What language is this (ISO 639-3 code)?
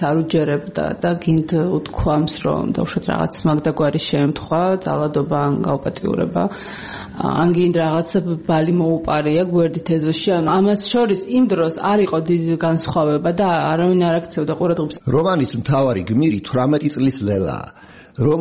kat